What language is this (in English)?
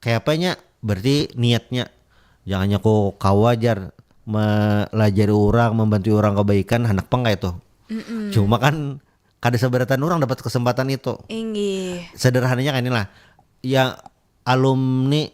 Banjar